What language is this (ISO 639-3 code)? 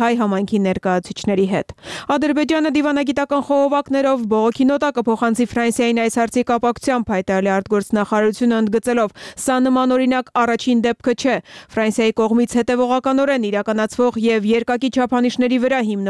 hye